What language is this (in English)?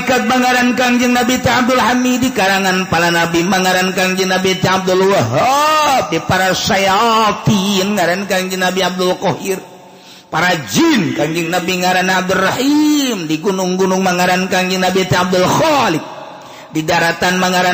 Sundanese